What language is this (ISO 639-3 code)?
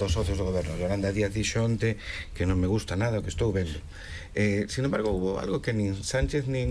glg